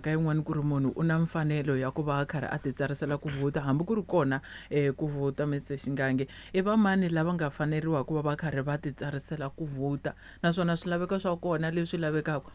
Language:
Tsonga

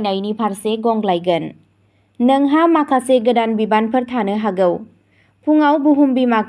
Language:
Bodo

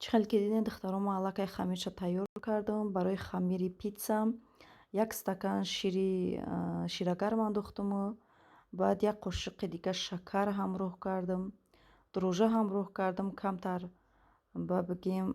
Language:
Tajik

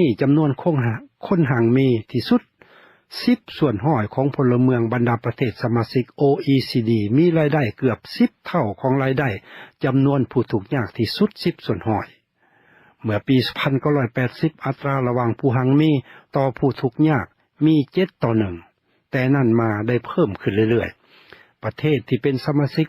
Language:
Lao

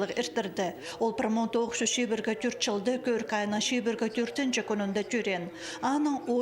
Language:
Khakas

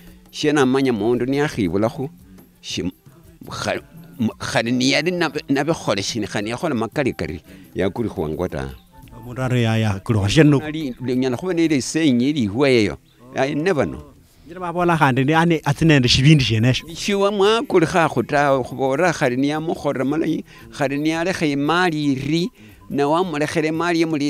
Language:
Luyia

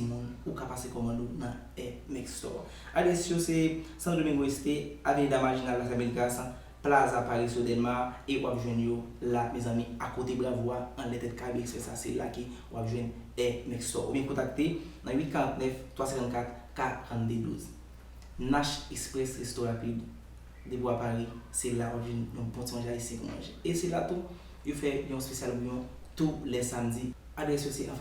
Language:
Haitian Creole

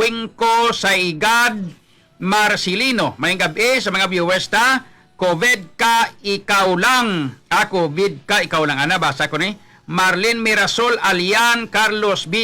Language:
Hiligaynon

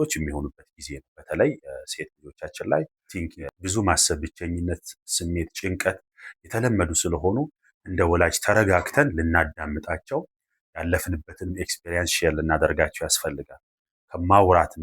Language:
Amharic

